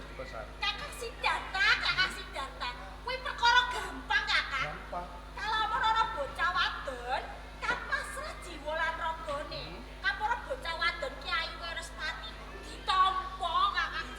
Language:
Javanese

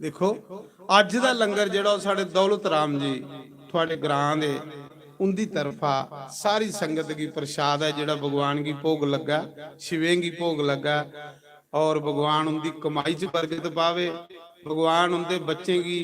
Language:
Dogri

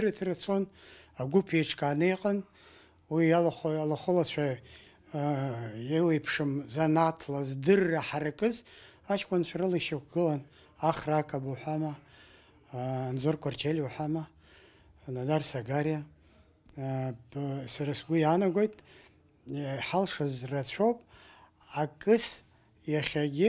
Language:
Abkhazian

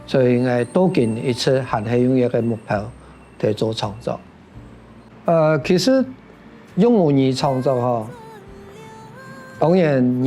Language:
Hakka Chinese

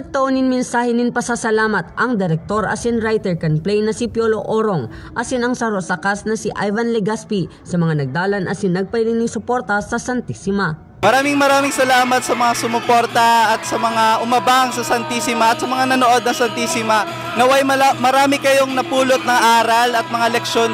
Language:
Bikol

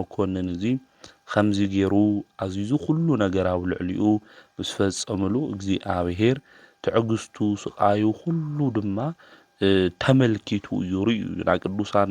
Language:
Tigrinya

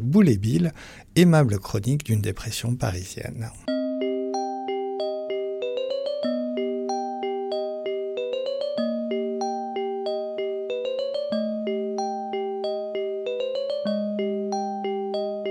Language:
French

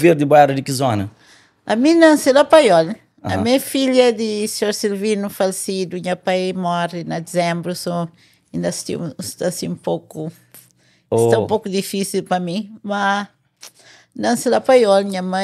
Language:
Kabuverdianu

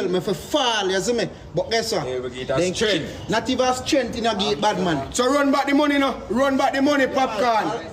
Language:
Jamaican Creole English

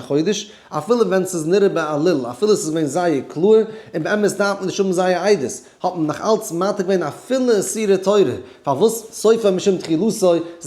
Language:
Yiddish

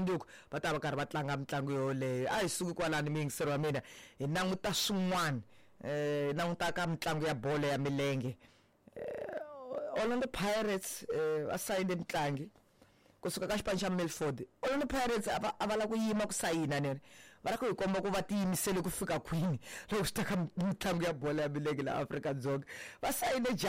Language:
Tsonga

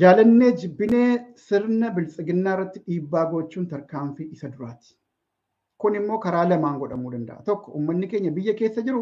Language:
Oromo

